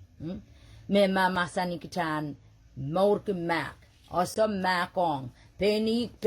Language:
Pohnpeian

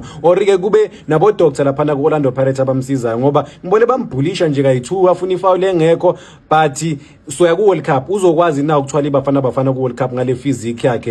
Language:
Zulu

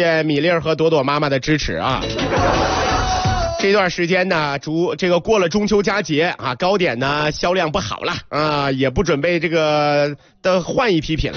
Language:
Chinese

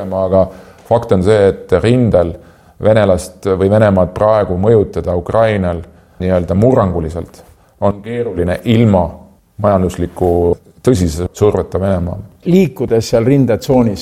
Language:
Estonian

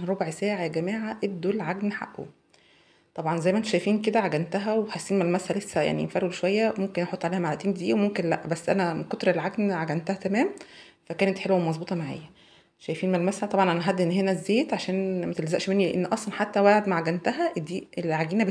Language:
Egyptian Arabic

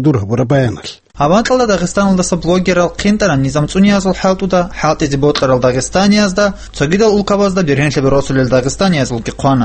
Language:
Avaric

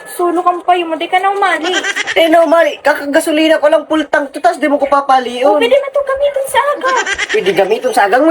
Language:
Bikol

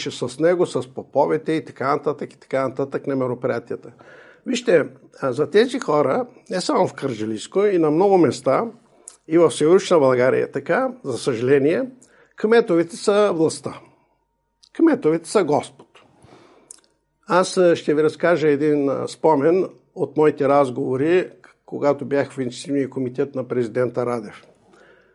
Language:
Bulgarian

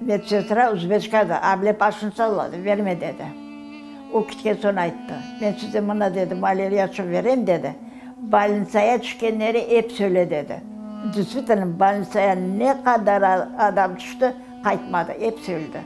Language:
Crimean Tatar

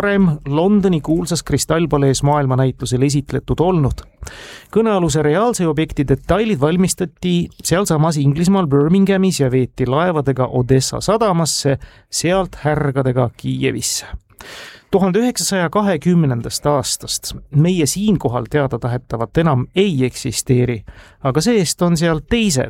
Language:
Estonian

